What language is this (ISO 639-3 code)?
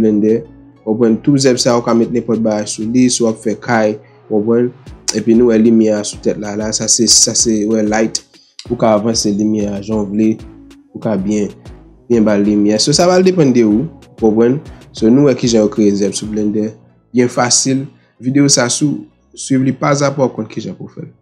hat